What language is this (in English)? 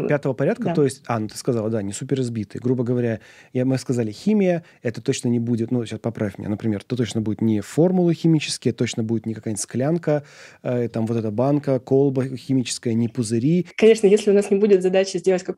Russian